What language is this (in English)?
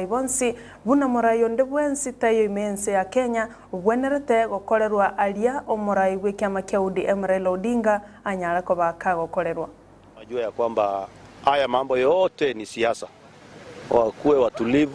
Gusii